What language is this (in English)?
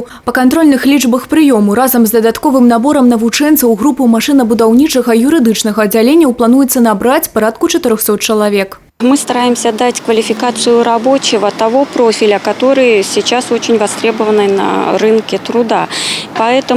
Belarusian